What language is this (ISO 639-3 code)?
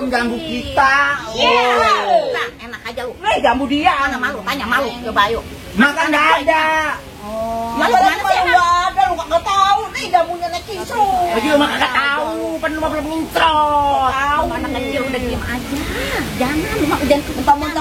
bew